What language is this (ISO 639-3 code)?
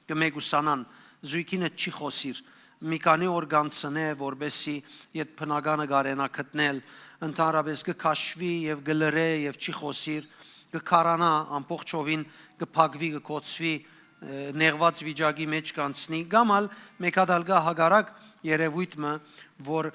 hyw